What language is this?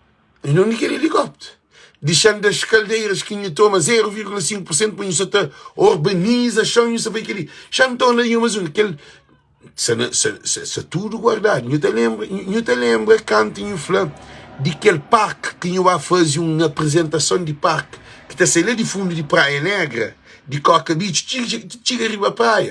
Kabuverdianu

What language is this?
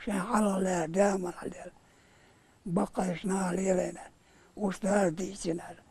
Chechen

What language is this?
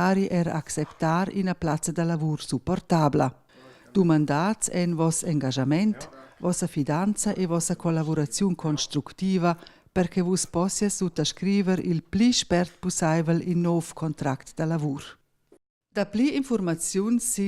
Romansh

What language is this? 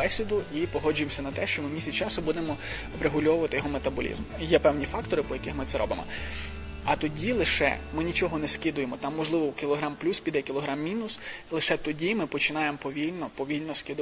Ukrainian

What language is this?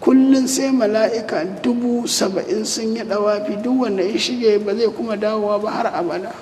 Hausa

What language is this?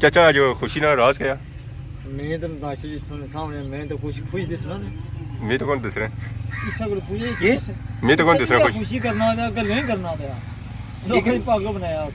Pahari-Potwari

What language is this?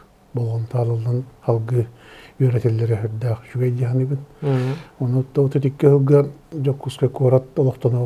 Yakut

